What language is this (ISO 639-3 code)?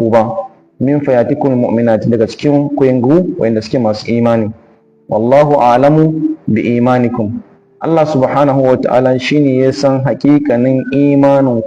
hau